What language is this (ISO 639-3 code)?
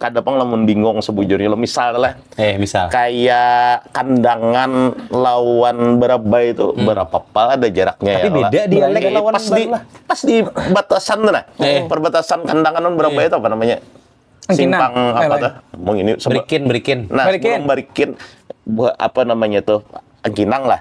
bjn